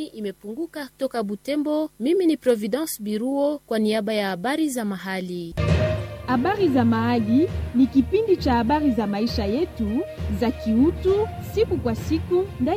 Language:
Swahili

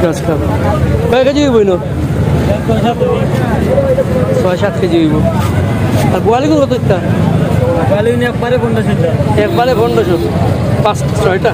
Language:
Sylheti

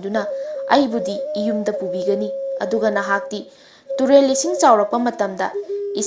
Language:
Manipuri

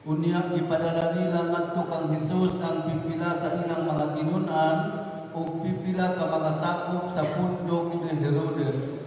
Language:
Cebuano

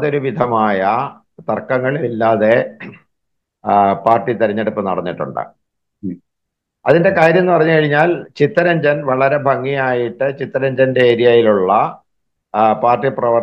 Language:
Malayalam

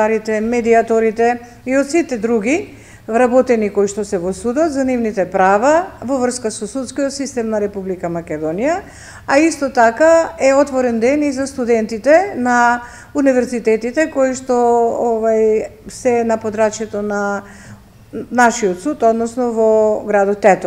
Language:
Macedonian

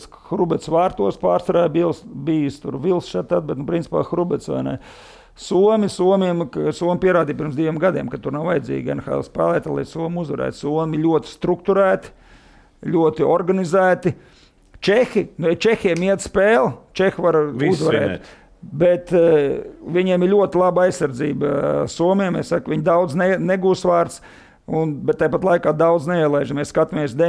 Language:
Latvian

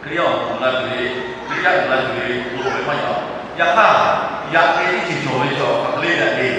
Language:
Lahu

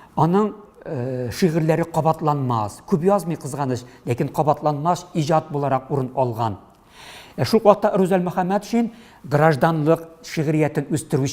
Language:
Tatar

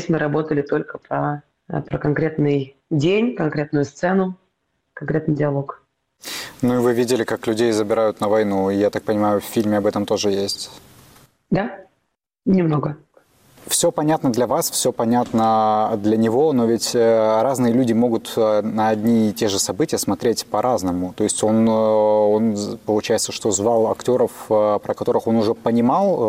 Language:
Russian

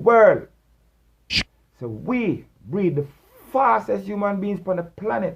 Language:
Jamaican Creole English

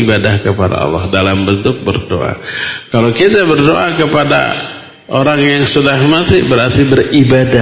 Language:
Indonesian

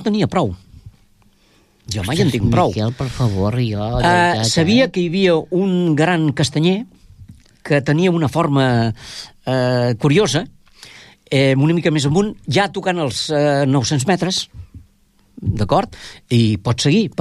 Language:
Catalan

